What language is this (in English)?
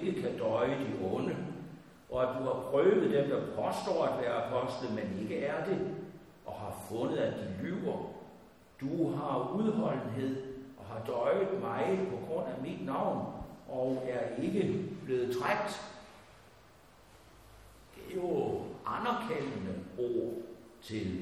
Danish